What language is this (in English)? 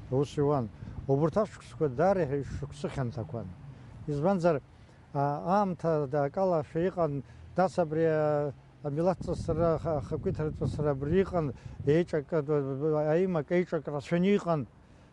Abkhazian